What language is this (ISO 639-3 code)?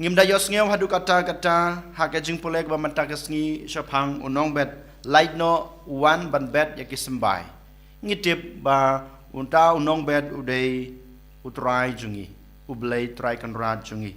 kha